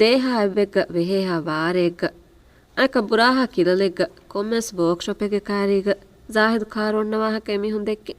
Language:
Divehi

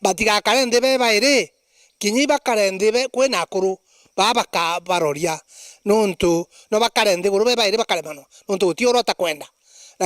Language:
Meru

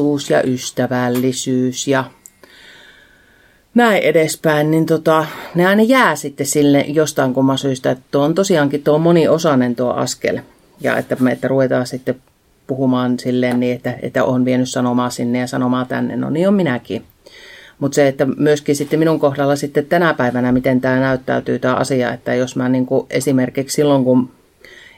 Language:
Finnish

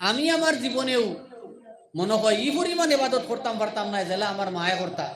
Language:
Sylheti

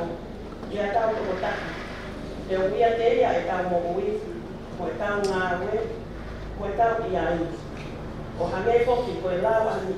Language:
Tongan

